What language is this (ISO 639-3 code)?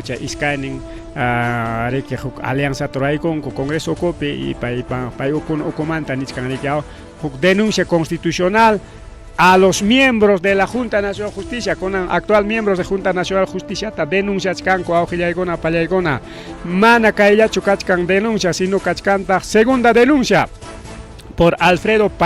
quy